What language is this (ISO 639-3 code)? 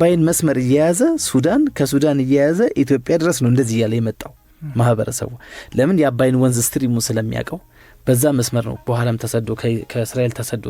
amh